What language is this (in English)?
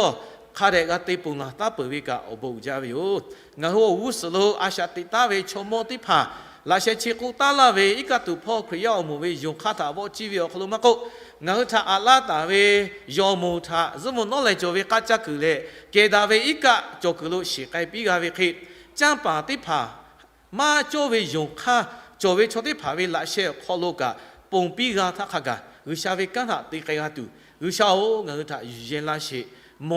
Lahu